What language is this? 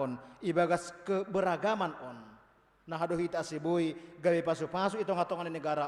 Batak Simalungun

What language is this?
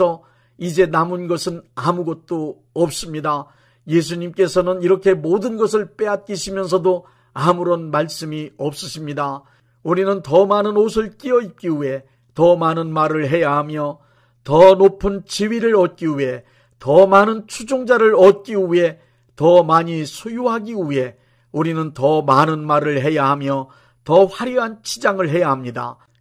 Korean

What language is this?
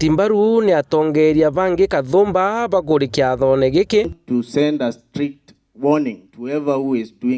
Meru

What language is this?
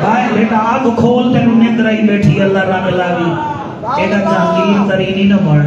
Saraiki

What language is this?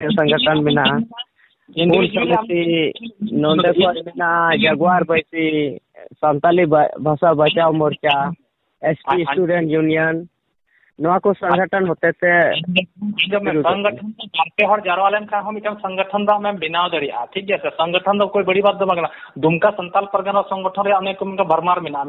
Santali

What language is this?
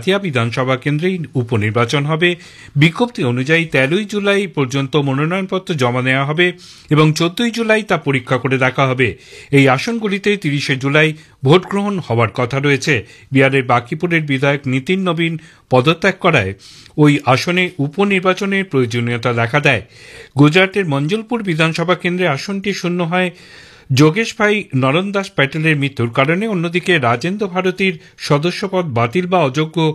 Bangla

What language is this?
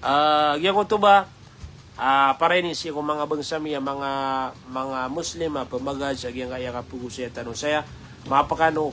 Maranao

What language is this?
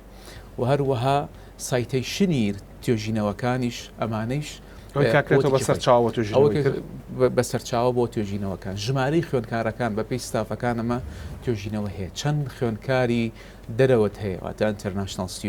Central Kurdish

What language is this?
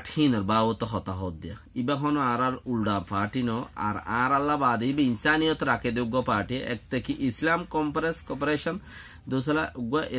Rohingya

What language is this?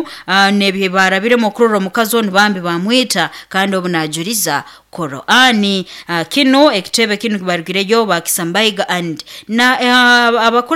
Nyoro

